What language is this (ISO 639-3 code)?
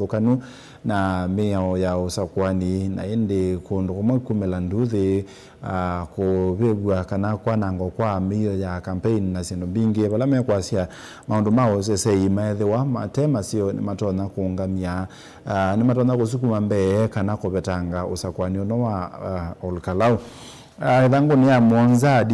kam